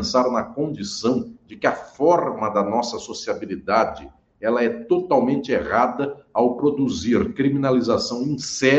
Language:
Portuguese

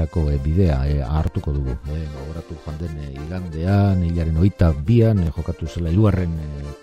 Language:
Basque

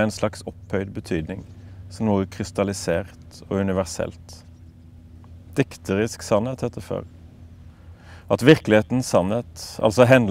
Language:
Norwegian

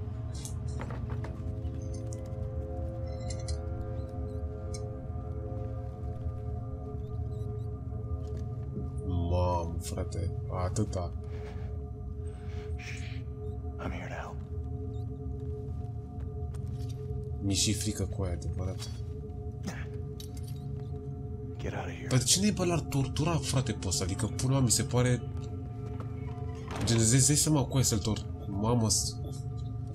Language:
Romanian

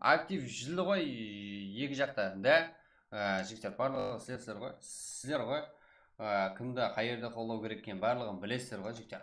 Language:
Kara-Kalpak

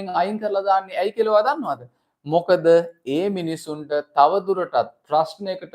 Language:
Sinhala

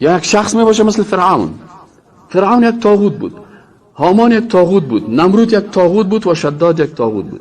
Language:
Persian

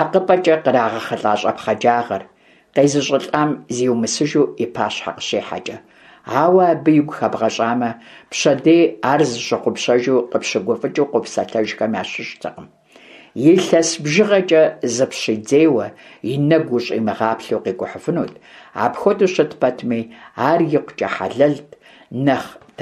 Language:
Kabardian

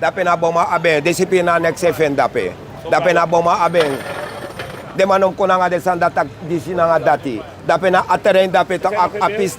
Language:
Sranan Tongo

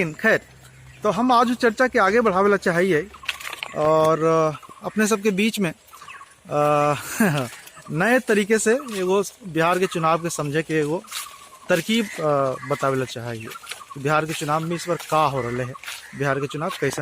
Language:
Magahi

